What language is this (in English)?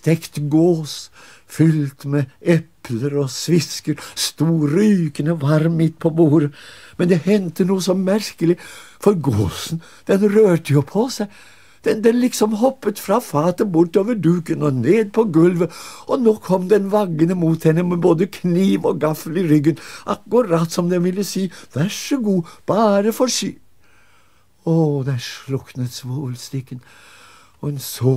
Norwegian